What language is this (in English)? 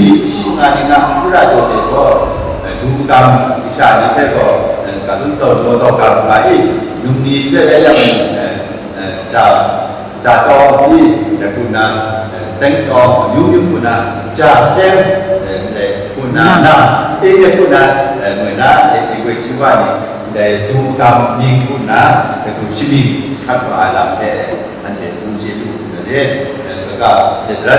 Kachin